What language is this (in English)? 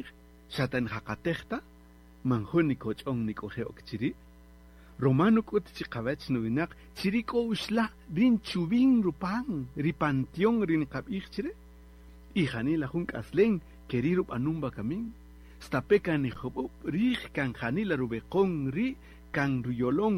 Kaqchikel